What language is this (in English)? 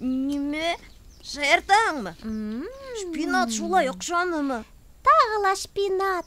Bashkir